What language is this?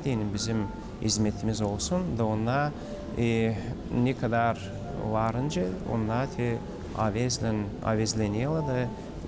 Gagauz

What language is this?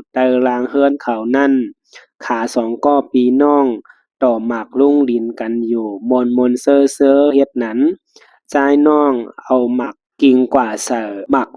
Shan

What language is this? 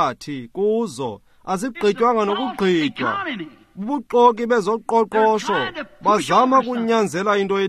Xhosa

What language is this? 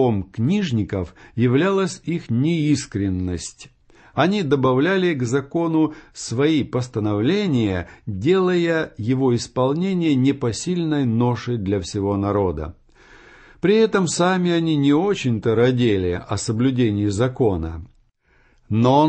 Russian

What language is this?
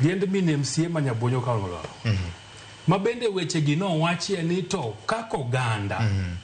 Luo (Kenya and Tanzania)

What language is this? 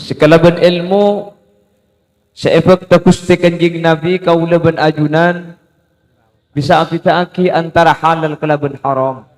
Madurese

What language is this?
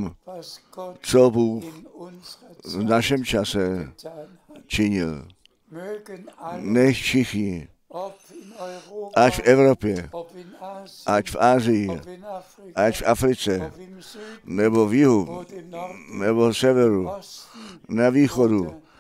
Czech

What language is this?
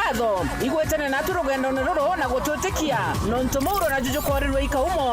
Meru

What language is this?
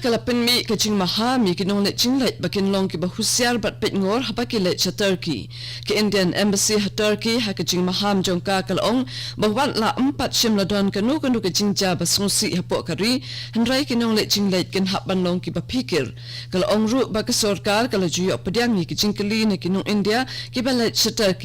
Khasi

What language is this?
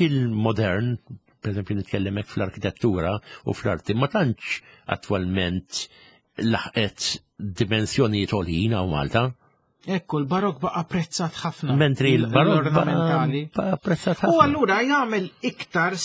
Maltese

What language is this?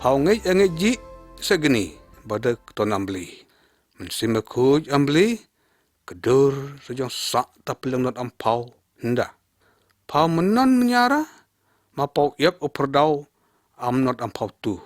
Lyngngam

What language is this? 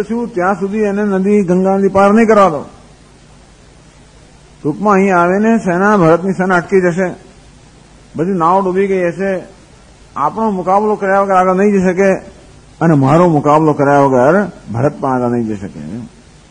Gujarati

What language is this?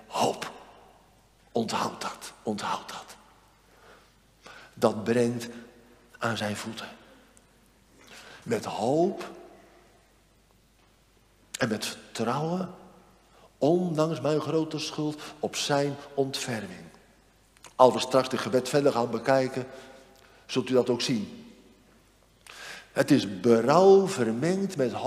Dutch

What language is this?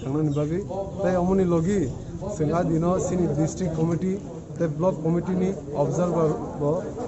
Kok Borok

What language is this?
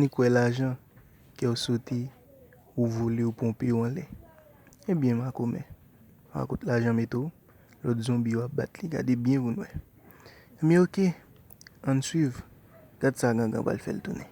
Haitian Creole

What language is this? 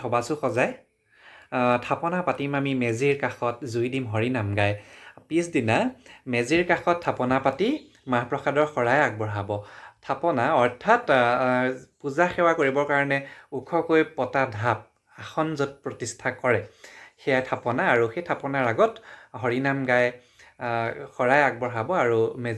Assamese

